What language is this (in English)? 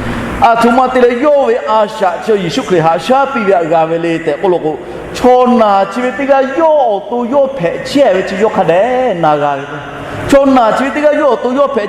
Lahu